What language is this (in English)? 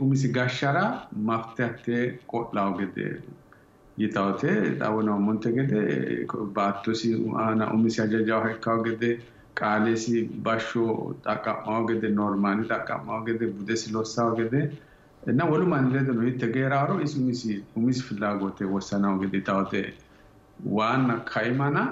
Sidamo